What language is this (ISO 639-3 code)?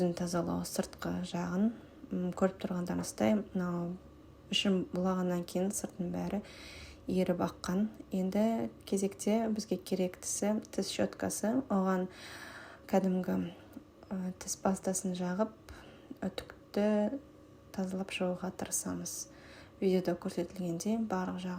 kaz